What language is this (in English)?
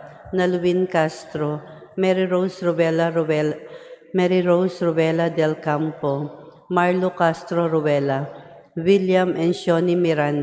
Cebuano